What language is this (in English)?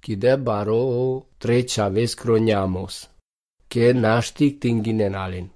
Lithuanian